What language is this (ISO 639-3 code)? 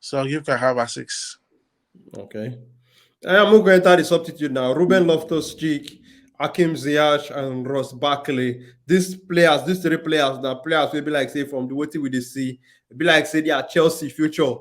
pcm